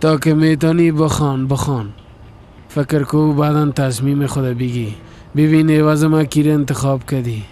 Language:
Persian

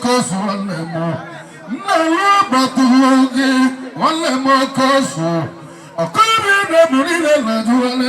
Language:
Igbo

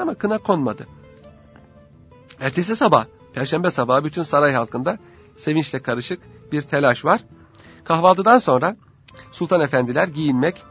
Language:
Turkish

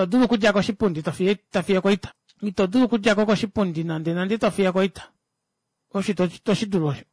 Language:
Kuanyama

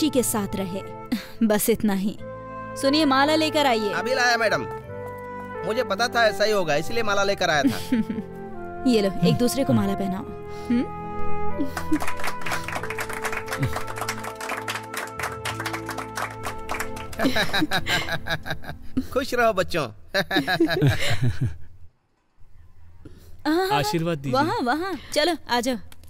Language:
Hindi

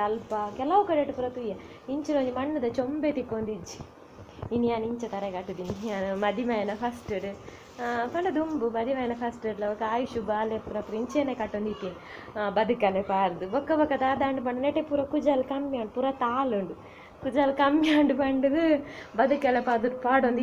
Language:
Tulu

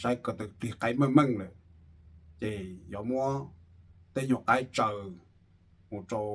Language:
Hmong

